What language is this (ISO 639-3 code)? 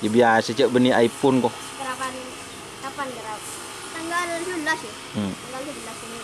mad